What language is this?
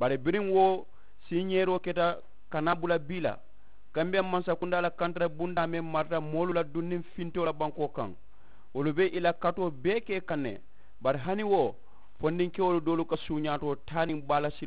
Mandingo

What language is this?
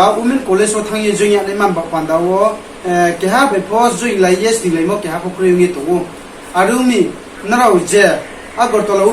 Riang (India)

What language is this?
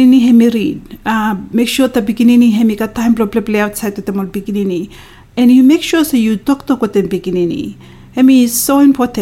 Bislama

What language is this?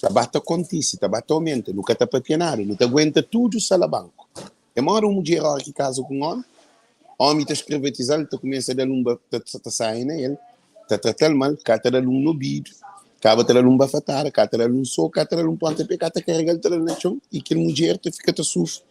Kabuverdianu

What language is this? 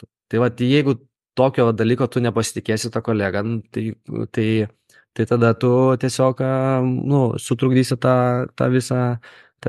Lithuanian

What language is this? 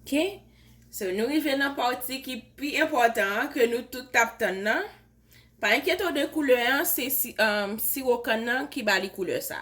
Haitian Creole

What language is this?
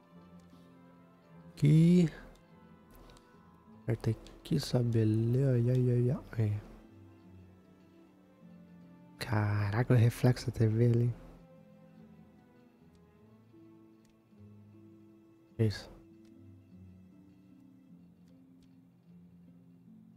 Portuguese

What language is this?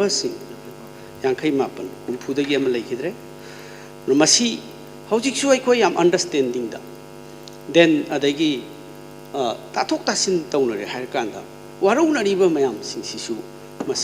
Manipuri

